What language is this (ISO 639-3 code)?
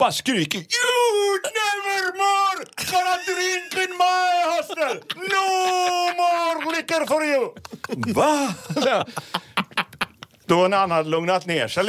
swe